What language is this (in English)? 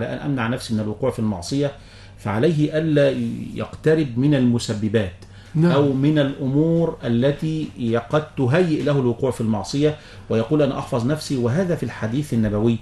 Arabic